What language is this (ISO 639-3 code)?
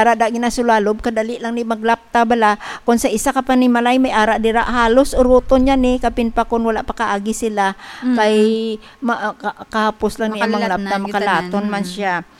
hil